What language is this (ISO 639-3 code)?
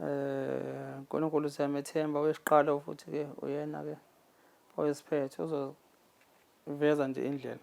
zul